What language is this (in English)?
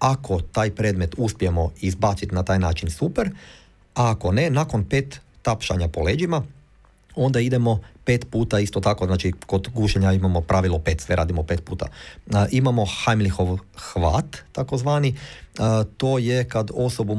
Croatian